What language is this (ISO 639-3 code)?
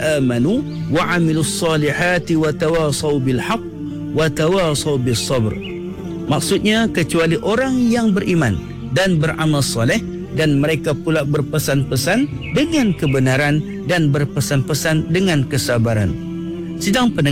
msa